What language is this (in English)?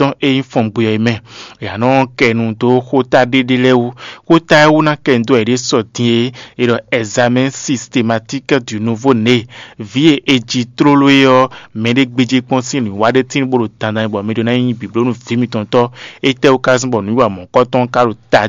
Fon